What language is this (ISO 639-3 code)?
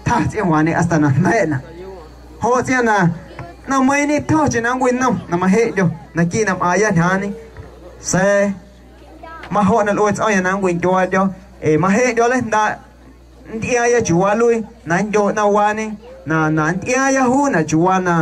amu